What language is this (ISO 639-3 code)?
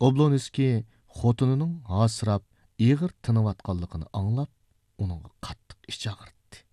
uig